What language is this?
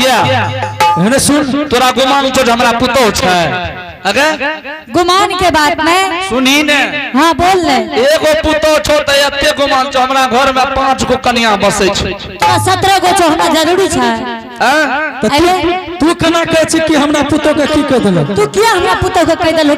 Angika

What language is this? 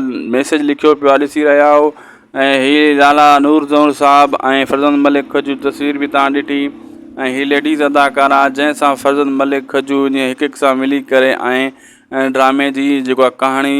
Sindhi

